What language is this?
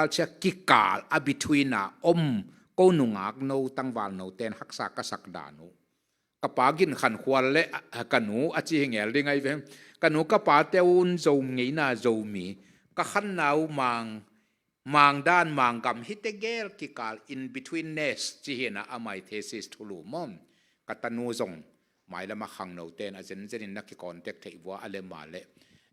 Tedim Chin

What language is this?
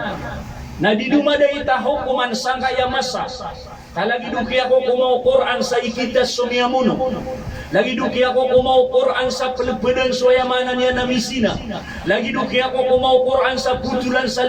Maranao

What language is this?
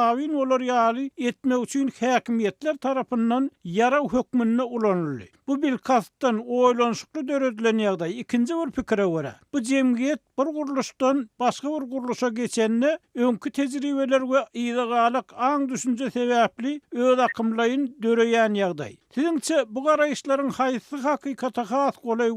Turkmen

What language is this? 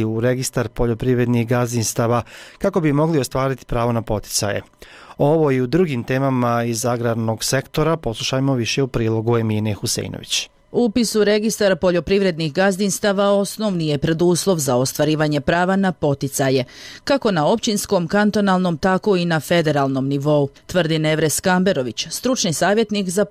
Bosnian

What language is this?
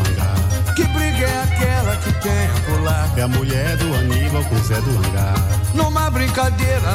Portuguese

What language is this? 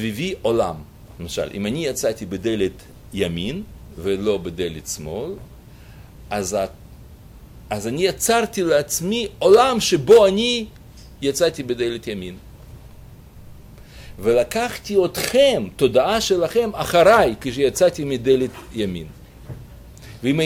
Hebrew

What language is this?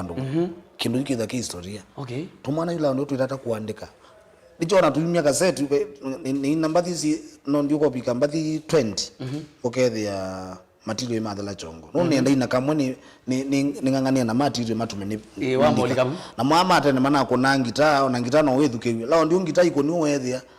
Kamba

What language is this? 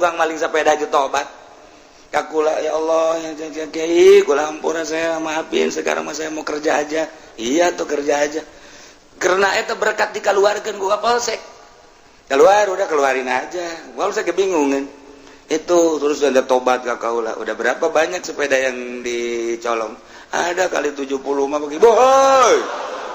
Sundanese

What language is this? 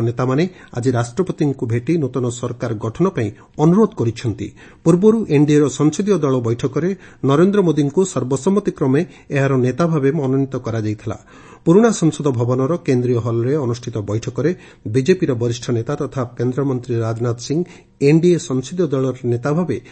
Odia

